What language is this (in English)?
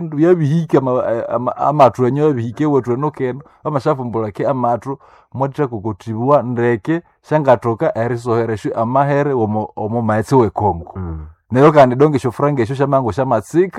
Nande